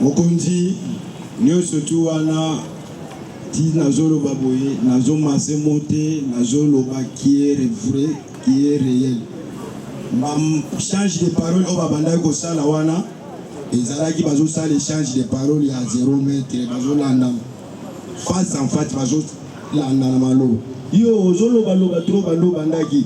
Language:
Lingala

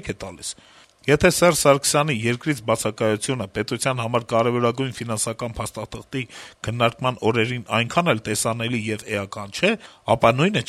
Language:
Armenian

